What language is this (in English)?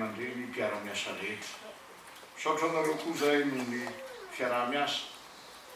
Malagasy